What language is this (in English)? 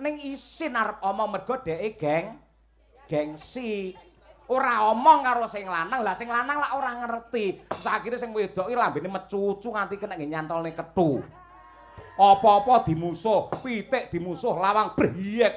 Javanese